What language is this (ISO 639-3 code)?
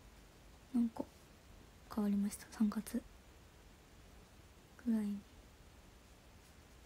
jpn